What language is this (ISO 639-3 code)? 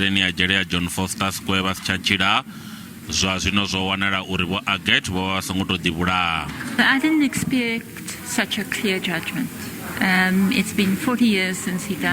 ven